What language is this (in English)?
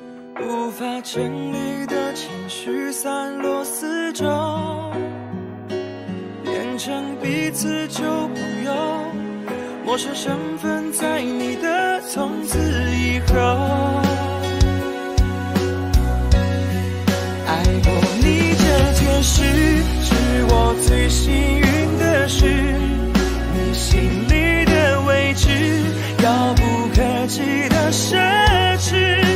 Chinese